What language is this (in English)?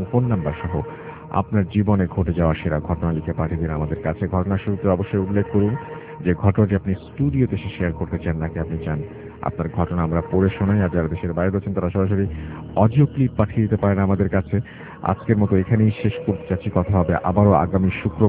Bangla